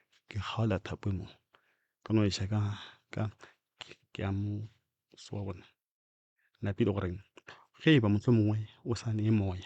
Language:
Northern Sotho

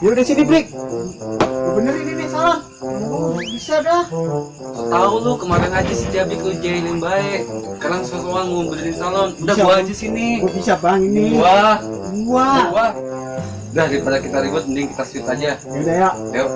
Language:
Betawi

